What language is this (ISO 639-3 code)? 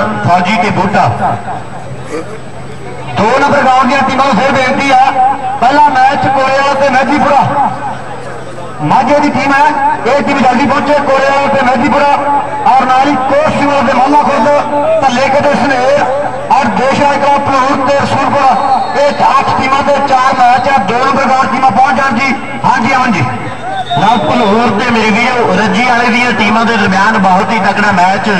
pan